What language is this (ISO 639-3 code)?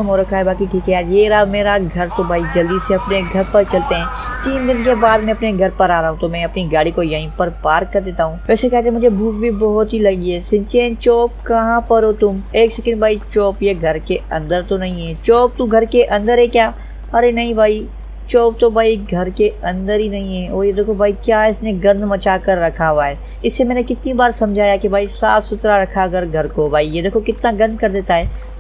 hin